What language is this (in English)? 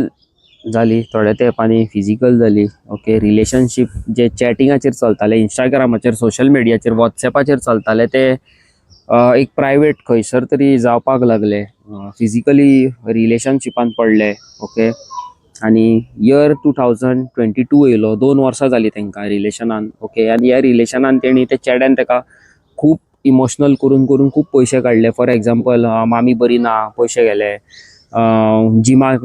Konkani